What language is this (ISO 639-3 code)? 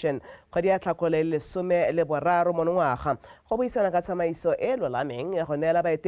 tsn